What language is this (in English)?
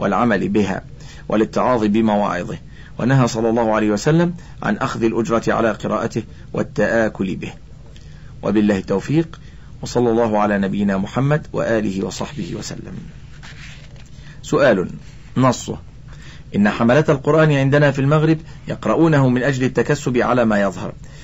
Arabic